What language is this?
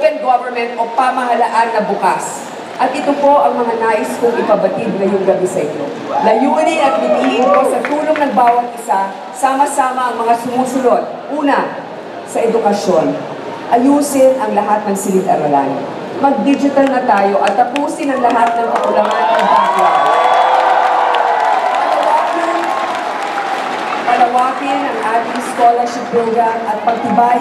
Filipino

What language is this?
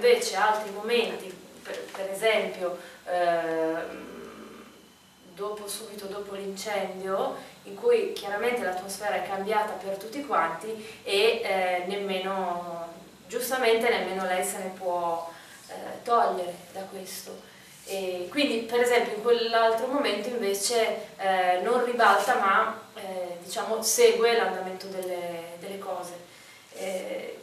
Italian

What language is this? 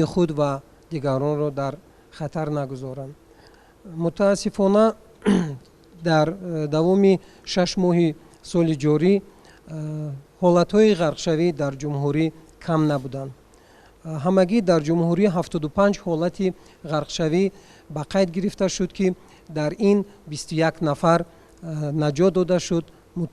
Tajik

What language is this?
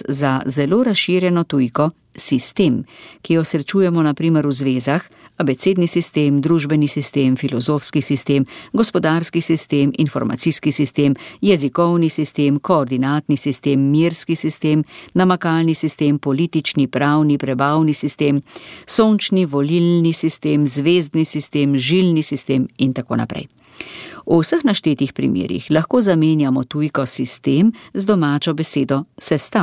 Slovenian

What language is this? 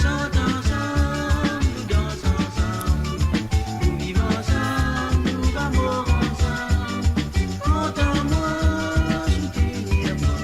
Morisyen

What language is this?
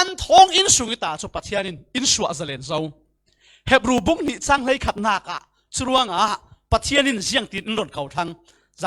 Falam Chin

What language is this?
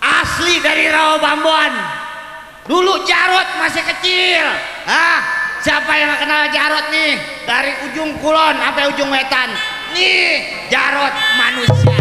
Betawi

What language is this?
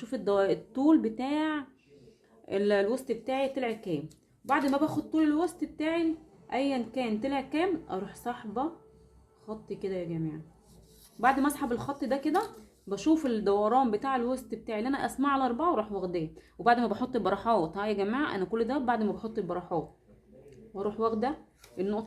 Egyptian Arabic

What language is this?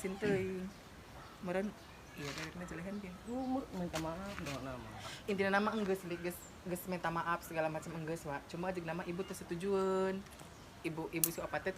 Sundanese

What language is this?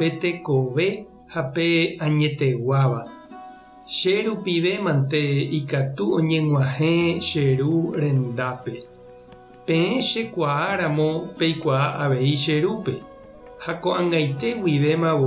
Guarani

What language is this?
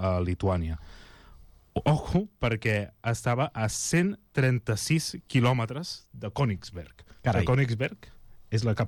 Catalan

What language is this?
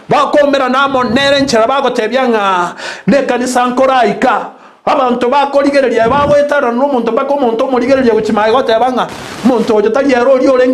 Gusii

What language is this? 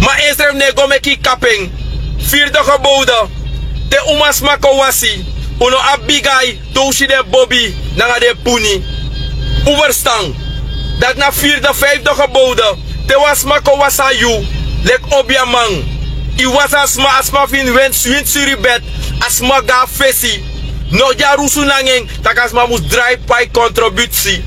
Sranan Tongo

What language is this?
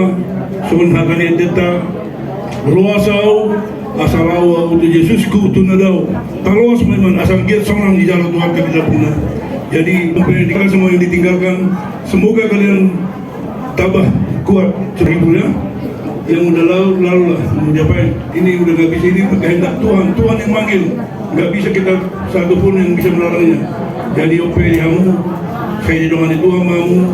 Batak Toba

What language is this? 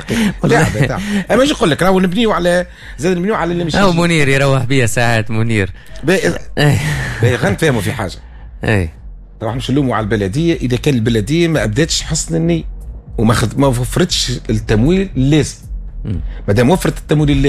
Tunisian Arabic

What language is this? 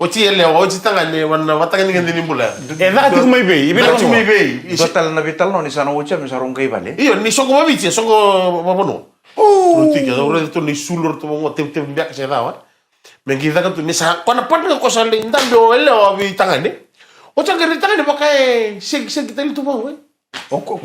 Fijian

